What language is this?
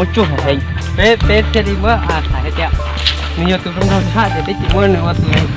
Hmong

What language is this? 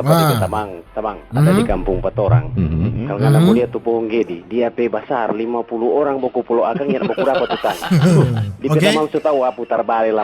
Manado Malay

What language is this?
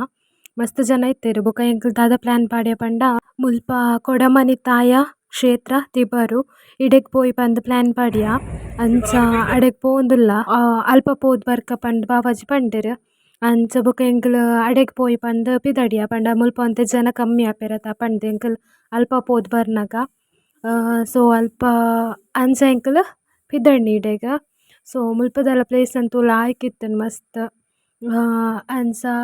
Tulu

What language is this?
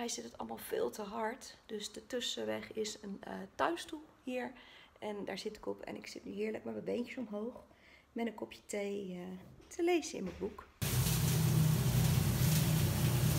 Dutch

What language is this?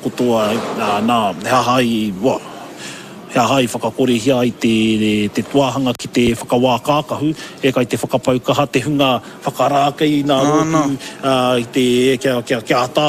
Māori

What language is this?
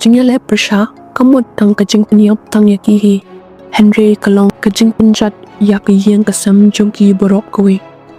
Khasi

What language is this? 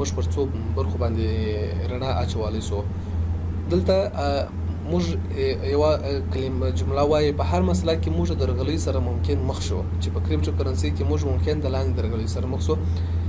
Pashto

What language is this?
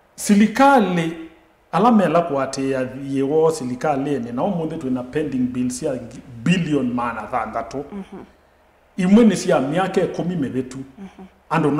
Kamba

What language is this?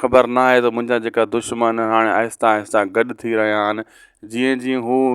Sindhi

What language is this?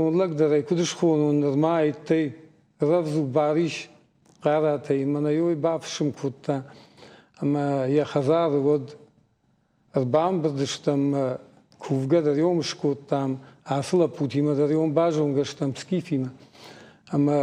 Ossetic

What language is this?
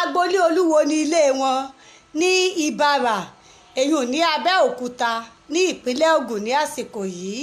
Yoruba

